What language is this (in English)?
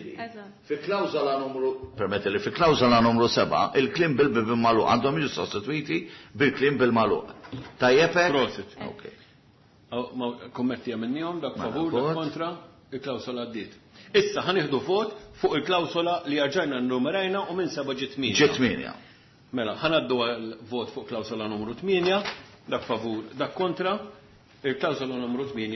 Maltese